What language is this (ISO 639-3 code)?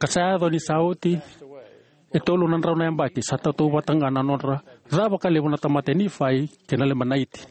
fij